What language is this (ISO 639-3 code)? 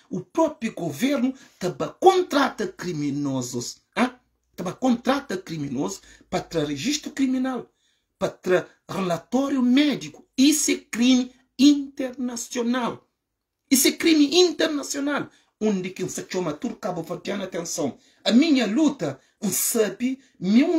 kea